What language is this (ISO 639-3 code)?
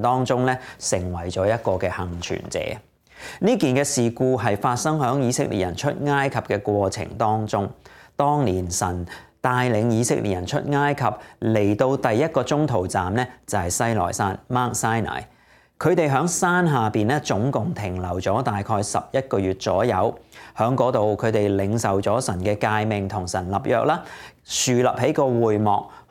yue